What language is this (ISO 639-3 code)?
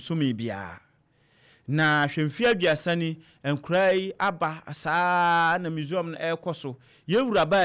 aka